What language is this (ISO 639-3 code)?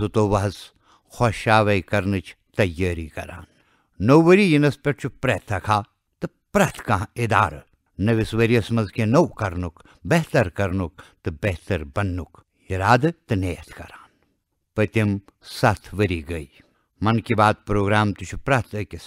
kas